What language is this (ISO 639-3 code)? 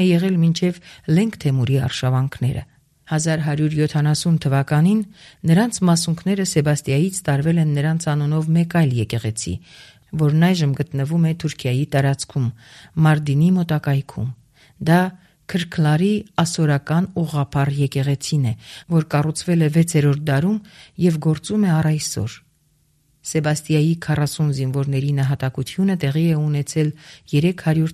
hye